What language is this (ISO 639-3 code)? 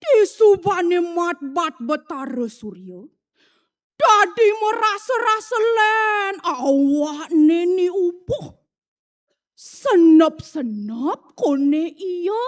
ban